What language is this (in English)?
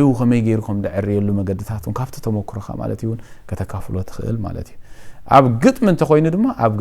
Tigrinya